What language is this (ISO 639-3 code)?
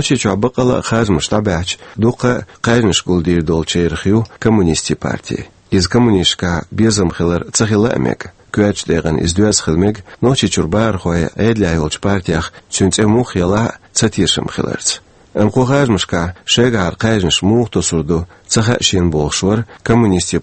che